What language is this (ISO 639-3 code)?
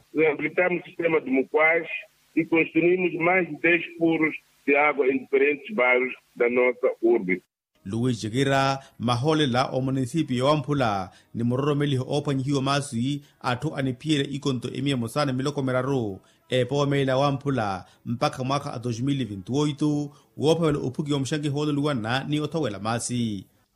vmw